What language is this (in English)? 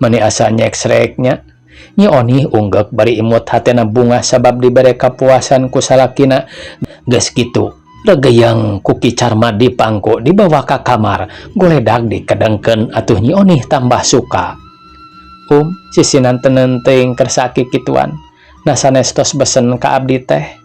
Sundanese